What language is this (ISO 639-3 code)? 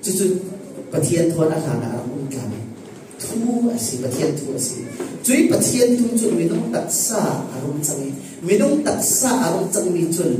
cfm